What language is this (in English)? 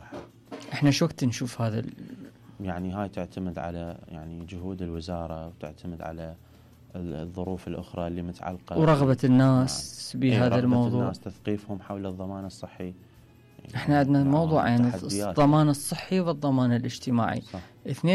Mesopotamian Arabic